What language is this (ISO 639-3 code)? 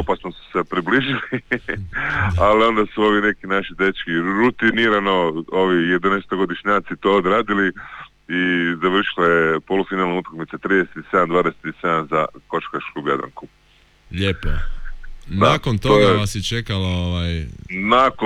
hrv